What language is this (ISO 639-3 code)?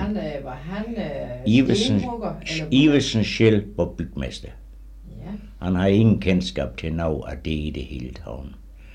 dan